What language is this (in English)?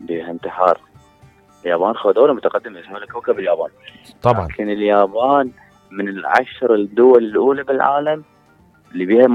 Mesopotamian Arabic